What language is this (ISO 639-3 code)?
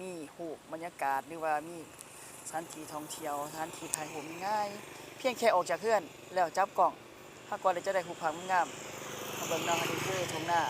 lao